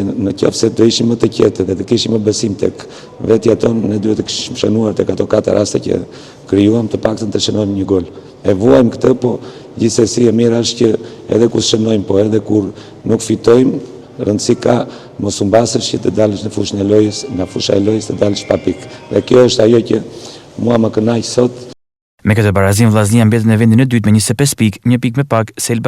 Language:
Albanian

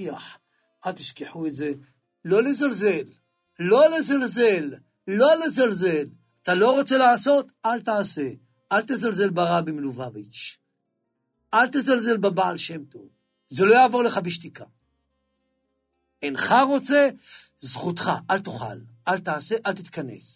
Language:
Hebrew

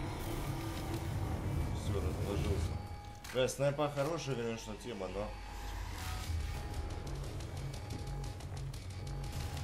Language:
Russian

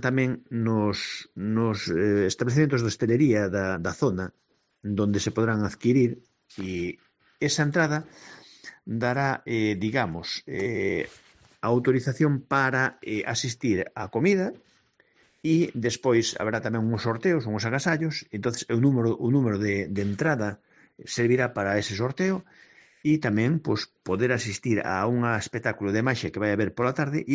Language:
Galician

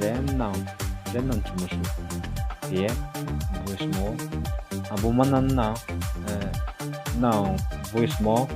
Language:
Riang (India)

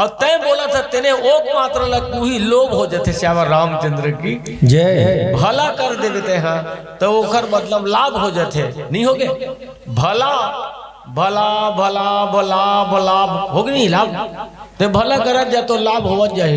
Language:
Chhattisgarhi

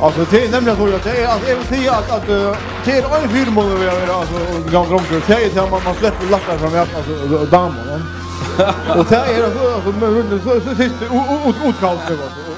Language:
Faroese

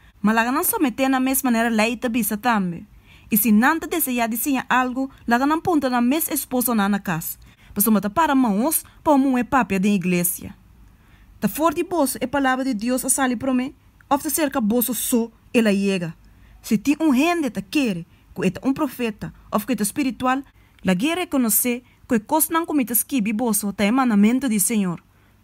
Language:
Papiamento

